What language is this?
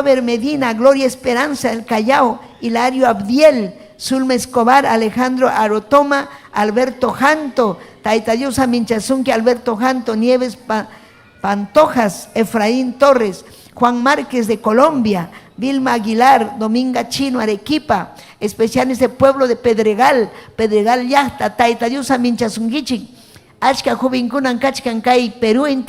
Ayacucho Quechua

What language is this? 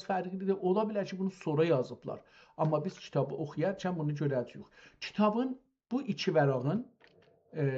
South Azerbaijani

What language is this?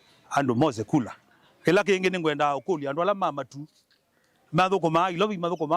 Kamba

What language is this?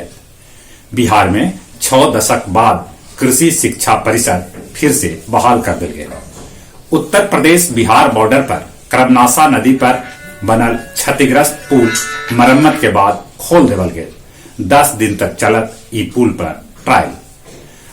Magahi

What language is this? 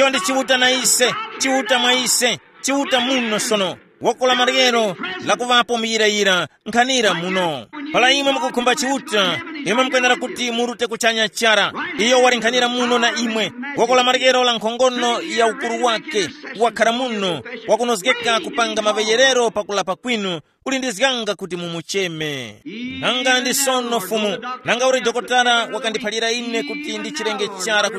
Tumbuka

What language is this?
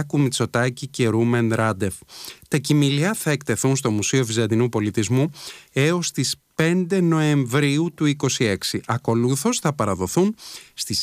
Greek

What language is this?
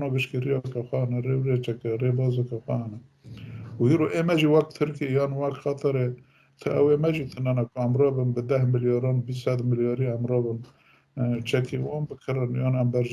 Kurdish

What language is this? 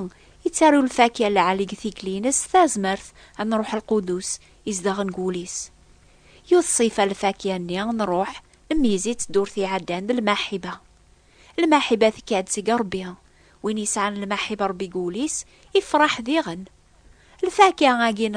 Kabyle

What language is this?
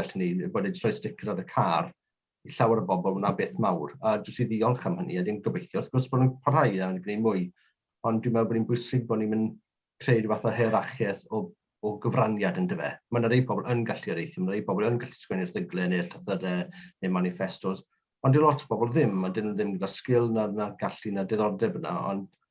Welsh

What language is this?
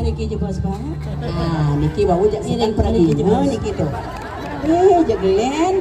Balinese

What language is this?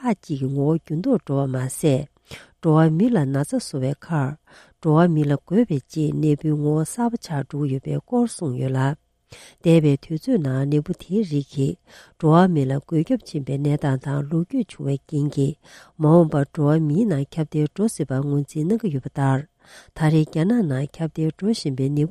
Tibetan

